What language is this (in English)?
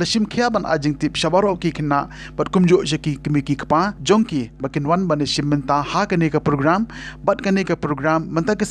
Khasi